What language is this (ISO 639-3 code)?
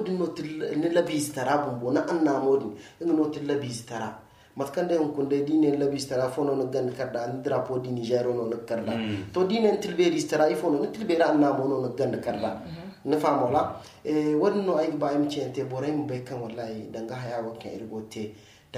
dje